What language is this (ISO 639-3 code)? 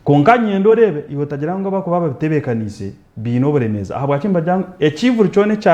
nyn